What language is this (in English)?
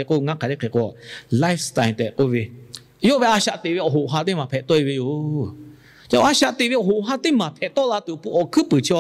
Lahu